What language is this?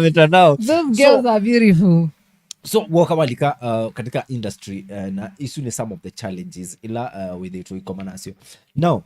Kamba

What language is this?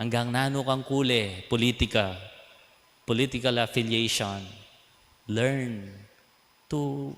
Pampanga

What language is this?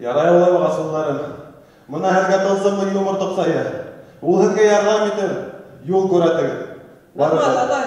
Bashkir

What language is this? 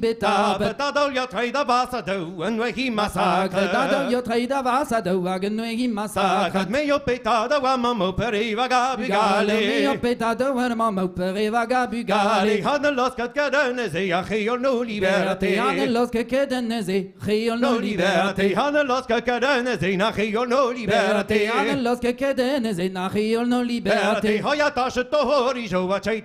Breton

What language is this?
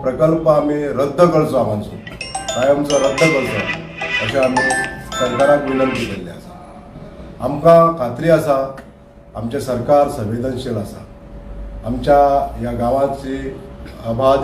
Konkani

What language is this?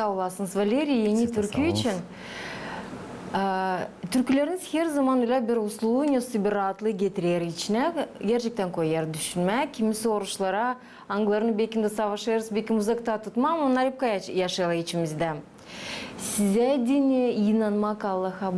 Gagauz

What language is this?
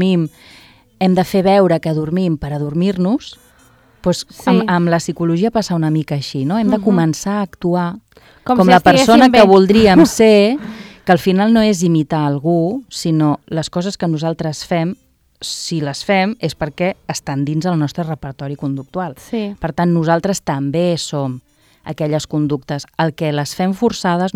Catalan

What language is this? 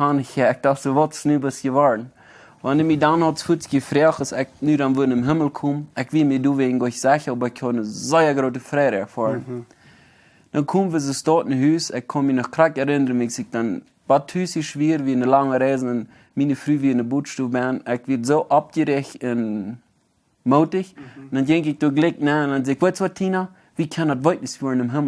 Plautdietsch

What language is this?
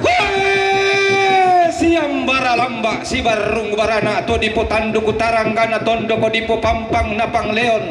Toraja-Sa'dan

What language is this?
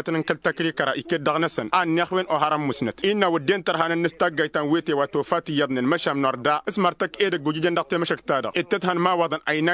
Tamasheq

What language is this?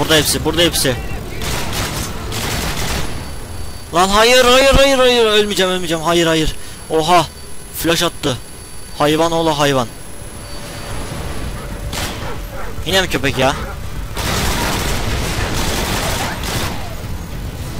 Turkish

